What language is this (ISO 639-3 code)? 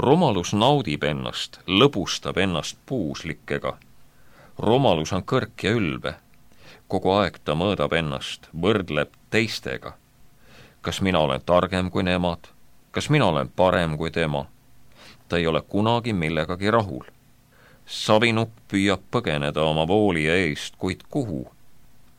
est